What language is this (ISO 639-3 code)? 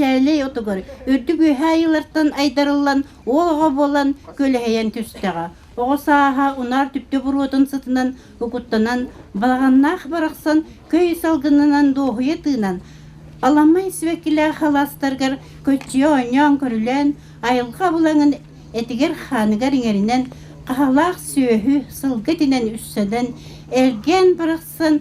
sah